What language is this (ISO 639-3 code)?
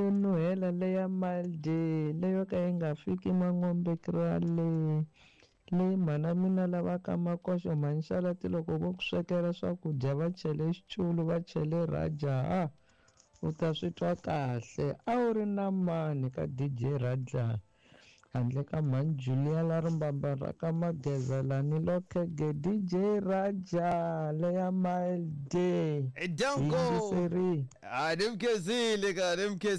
tso